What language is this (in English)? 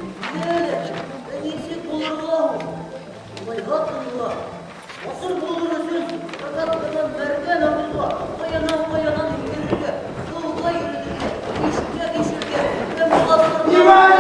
Bashkir